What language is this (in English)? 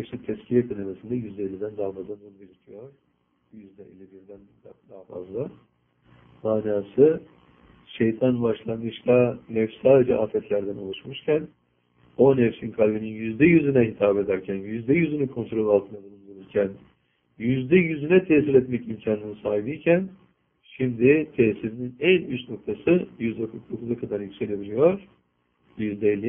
Turkish